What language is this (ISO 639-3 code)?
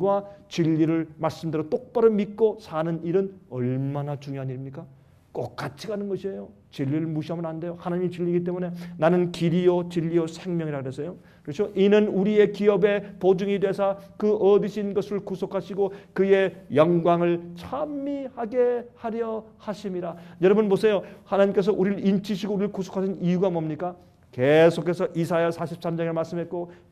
kor